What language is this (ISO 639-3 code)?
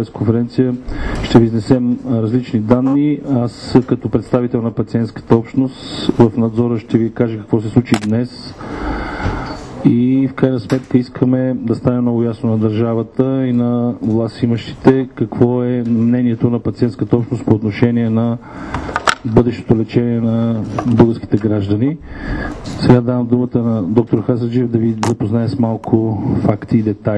bul